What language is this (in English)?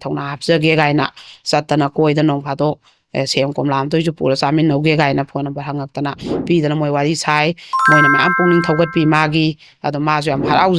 Manipuri